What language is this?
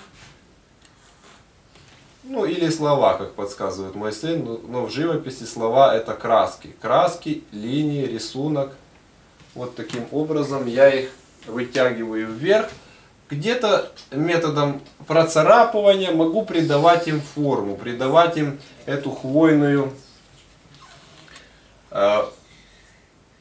Russian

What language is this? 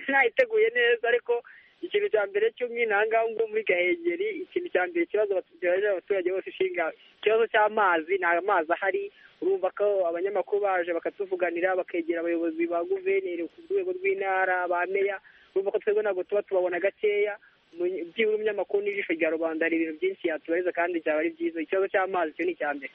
Kinyarwanda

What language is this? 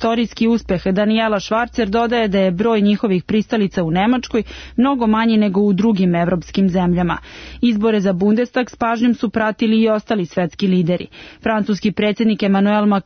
Serbian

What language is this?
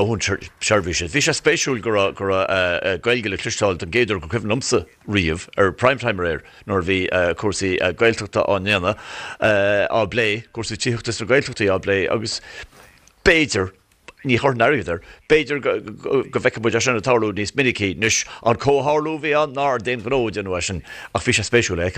Irish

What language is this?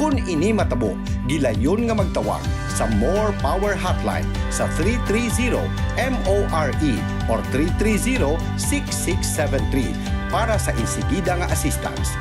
Hiligaynon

